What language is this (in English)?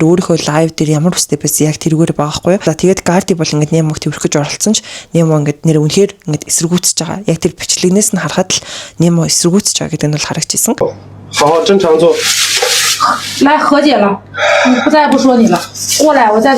Mongolian